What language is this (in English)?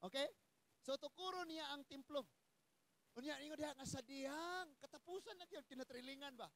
Cebuano